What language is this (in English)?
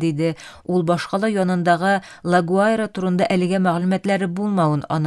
Tatar